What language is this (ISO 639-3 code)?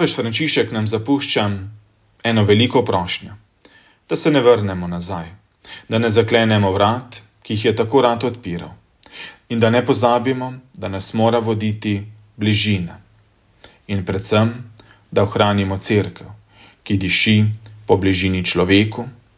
slv